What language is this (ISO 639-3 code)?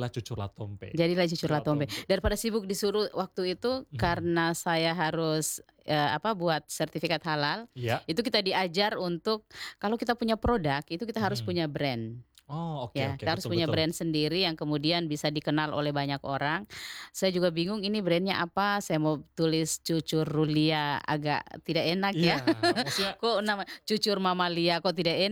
ind